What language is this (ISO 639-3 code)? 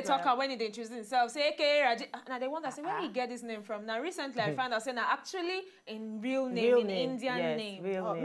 pcm